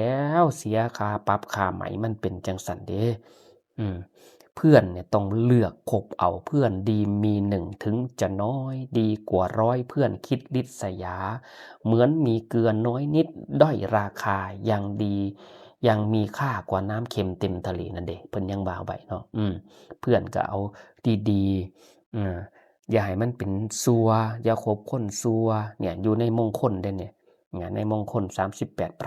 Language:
Northeastern Thai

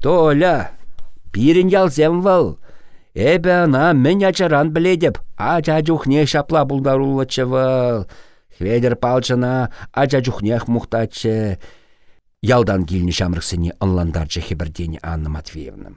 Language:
Chuvash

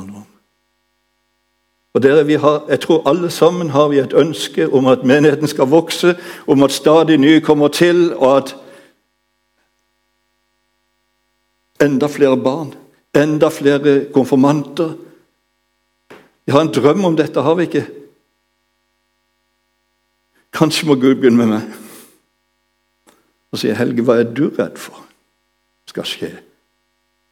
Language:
Norwegian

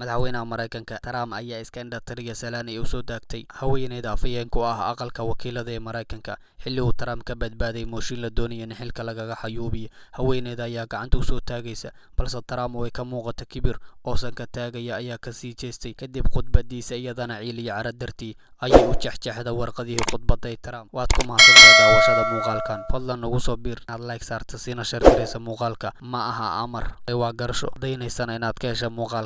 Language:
Somali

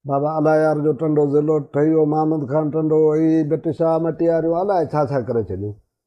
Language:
Sindhi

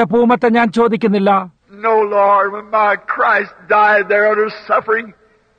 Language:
Malayalam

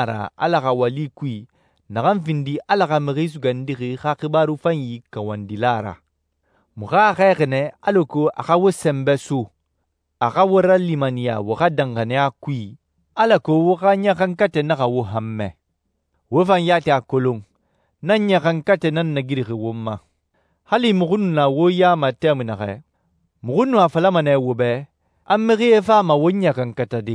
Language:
Susu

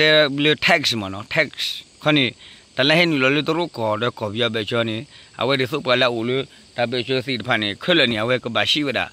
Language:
S'gaw Karen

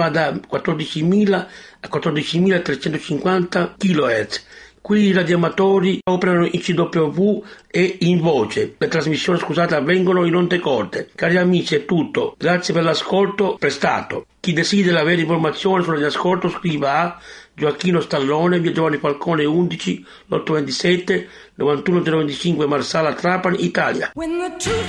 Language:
Italian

